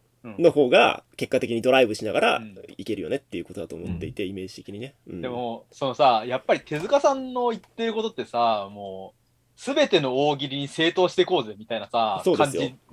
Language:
Japanese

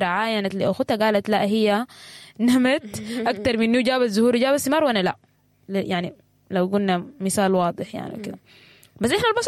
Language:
Sudanese Arabic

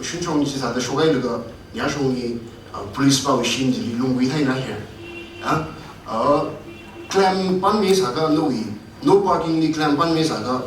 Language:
Tangkhul Naga (India)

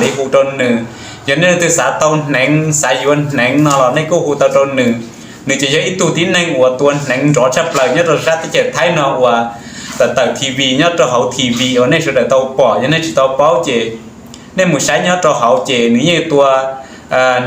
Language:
Hmong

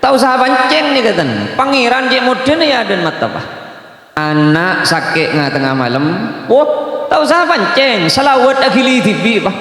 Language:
Madurese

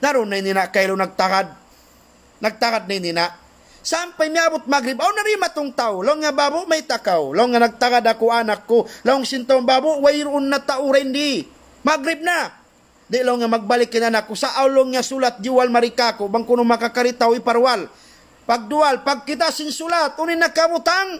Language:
Tausug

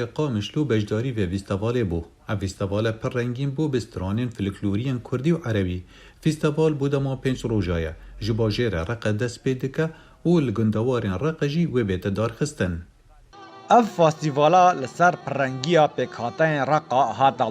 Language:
Kurdish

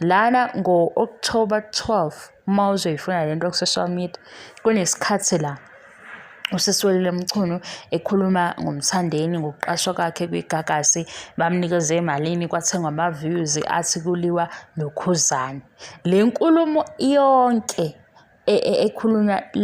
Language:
Zulu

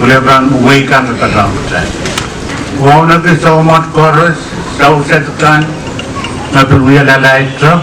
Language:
Pohnpeian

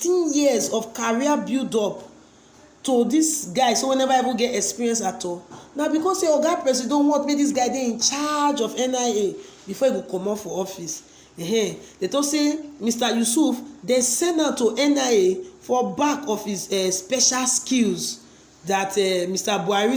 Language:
Nigerian Pidgin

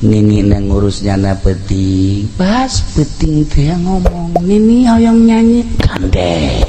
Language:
Sundanese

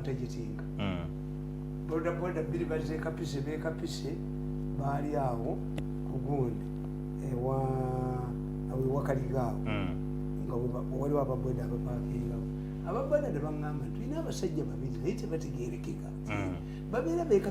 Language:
Ganda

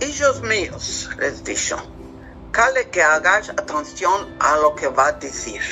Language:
Ladino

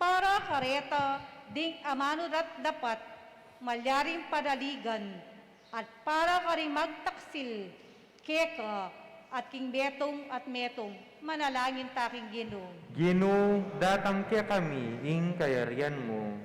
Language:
Pampanga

